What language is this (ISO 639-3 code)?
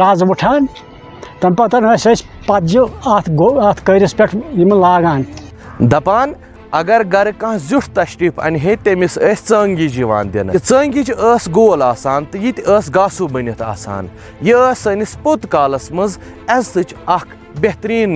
kas